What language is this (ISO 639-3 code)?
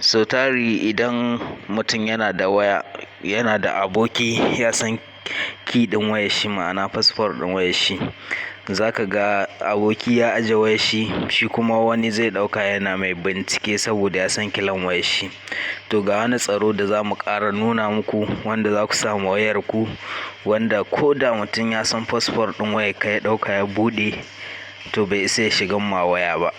hau